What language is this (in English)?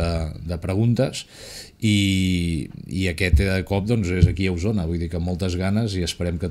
Catalan